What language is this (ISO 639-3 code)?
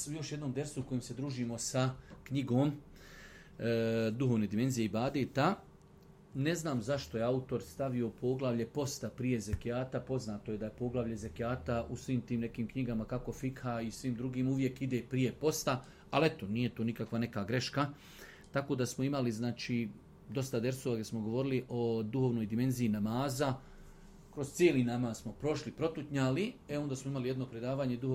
bos